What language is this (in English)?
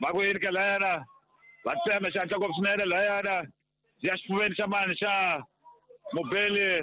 Tsonga